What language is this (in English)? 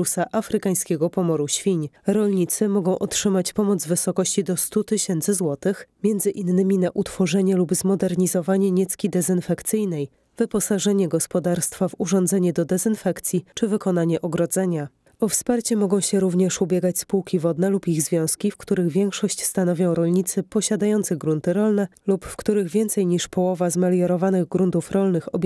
Polish